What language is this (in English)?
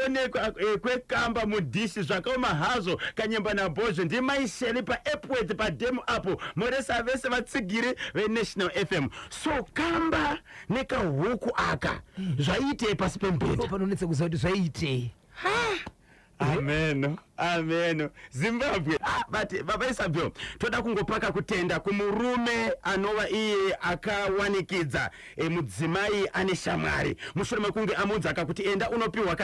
Shona